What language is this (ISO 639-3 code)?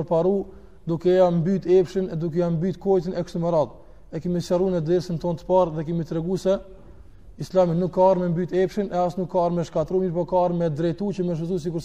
sqi